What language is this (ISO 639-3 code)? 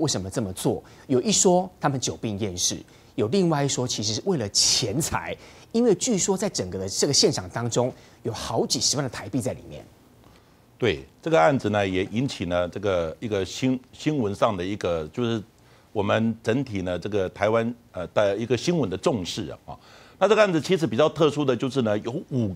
zho